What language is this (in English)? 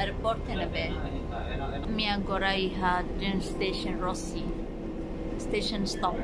Tetum